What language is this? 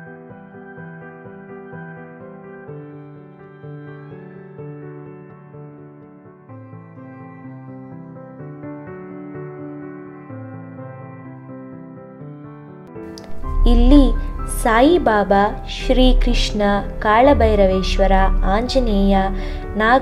Kannada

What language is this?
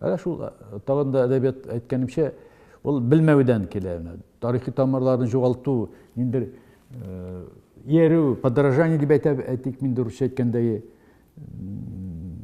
Tatar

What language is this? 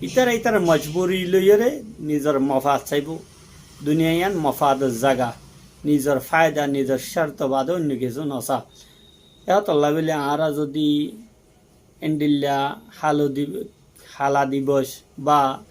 Rohingya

